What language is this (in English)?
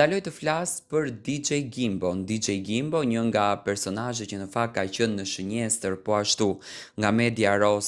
Albanian